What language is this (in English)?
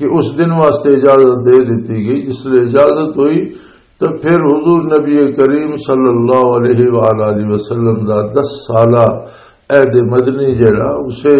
Western Panjabi